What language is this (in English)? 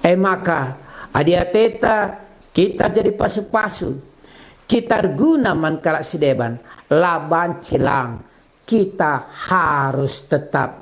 Batak Karo